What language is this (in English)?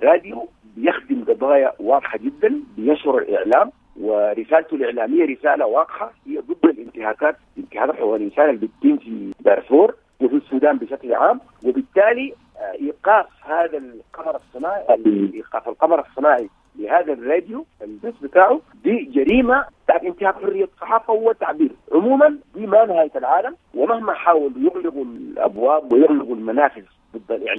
Sudanese Arabic